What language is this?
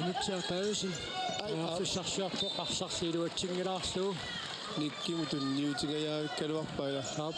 Kalaallisut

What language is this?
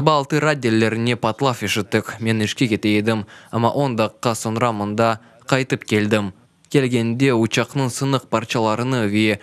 Crimean Tatar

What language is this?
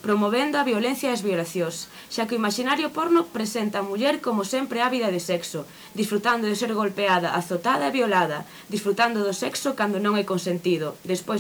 Galician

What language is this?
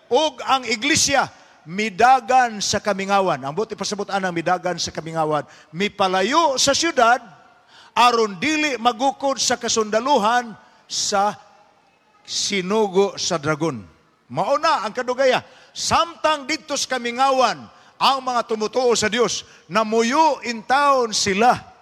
Cebuano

